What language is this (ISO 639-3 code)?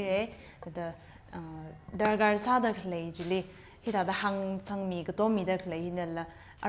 nmf